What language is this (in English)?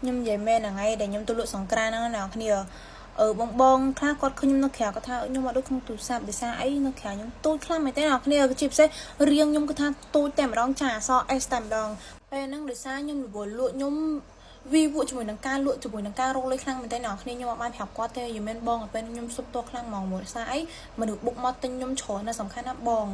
Khmer